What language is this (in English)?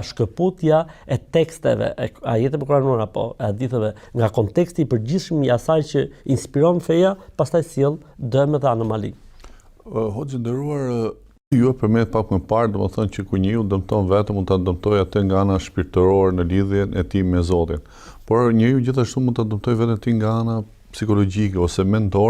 Albanian